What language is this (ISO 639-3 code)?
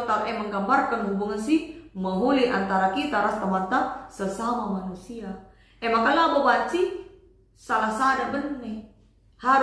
btx